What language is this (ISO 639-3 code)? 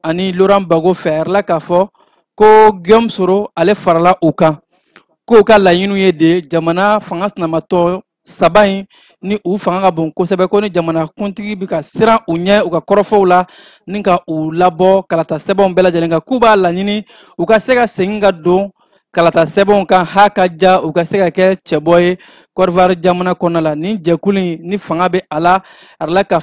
bam